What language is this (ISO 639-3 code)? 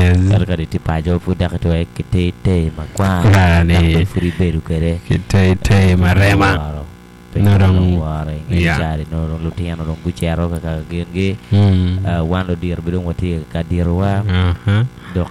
ach